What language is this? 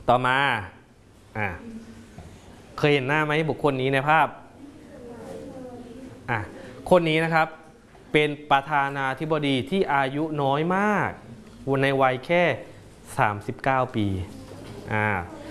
Thai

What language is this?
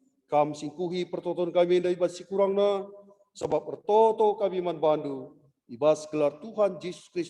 Batak Karo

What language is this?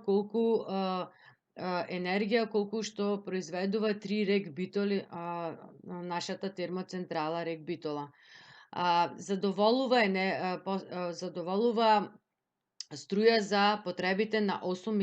Macedonian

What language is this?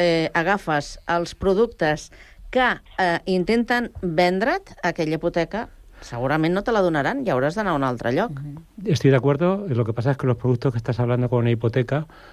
Catalan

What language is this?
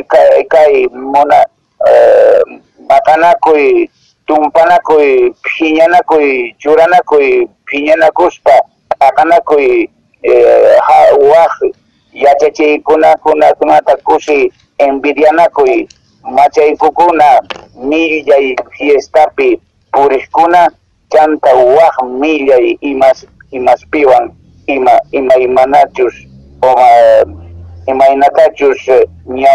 Quechua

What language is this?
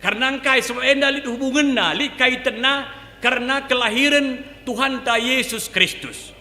Batak Karo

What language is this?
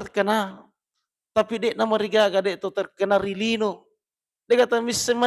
Buginese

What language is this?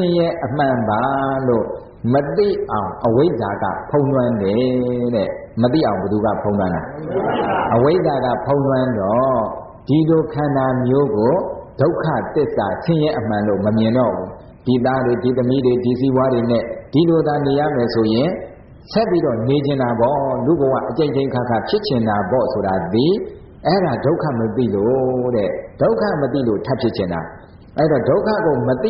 Burmese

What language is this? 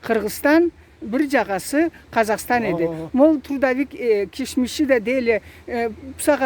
Karachay-Balkar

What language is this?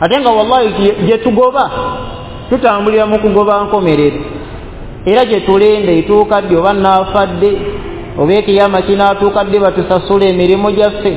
Ganda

